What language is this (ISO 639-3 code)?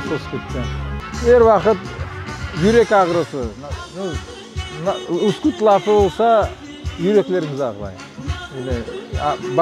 crh